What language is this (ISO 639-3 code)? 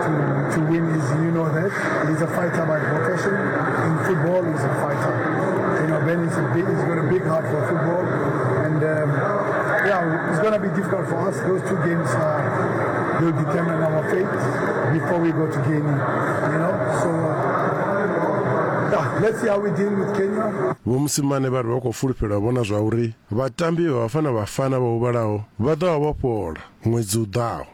ven